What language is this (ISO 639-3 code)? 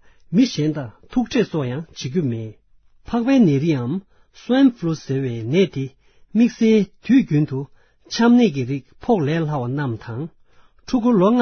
bod